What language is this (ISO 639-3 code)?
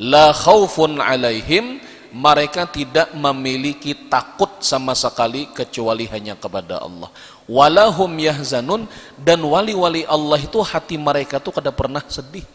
bjn